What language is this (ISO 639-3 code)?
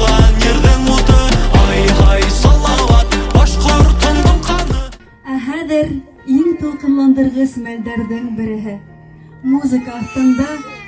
bak